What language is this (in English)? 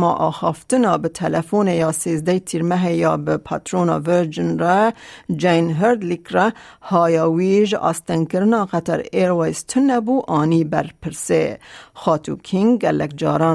Kurdish